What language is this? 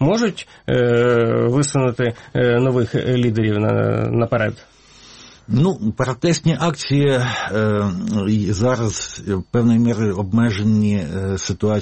Ukrainian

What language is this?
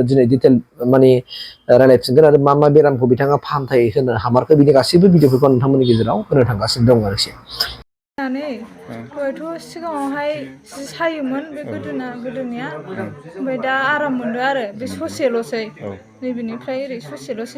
Bodo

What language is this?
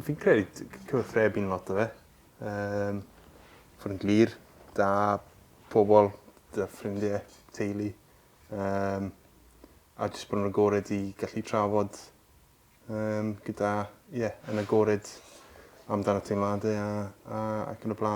Welsh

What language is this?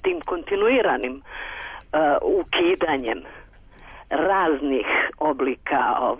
Serbian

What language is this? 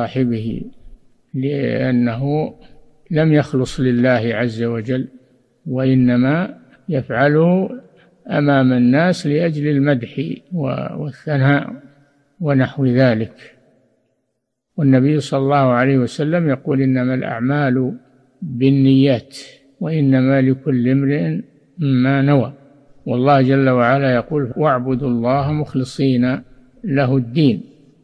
Arabic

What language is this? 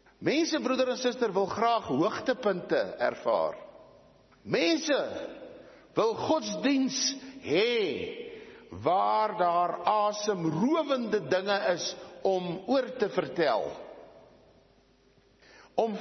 Afrikaans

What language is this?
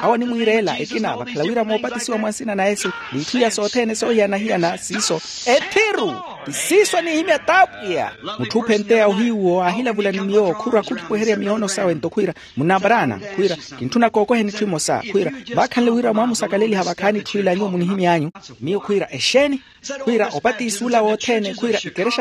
Makhuwa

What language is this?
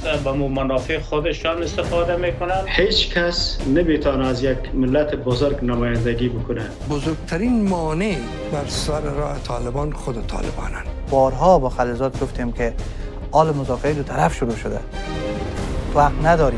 Persian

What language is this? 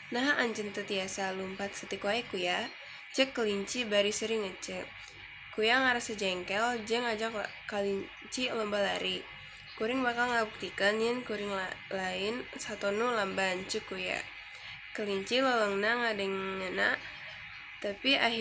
Sundanese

